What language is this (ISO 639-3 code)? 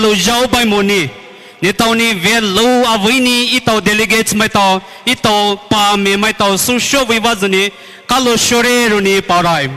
pmx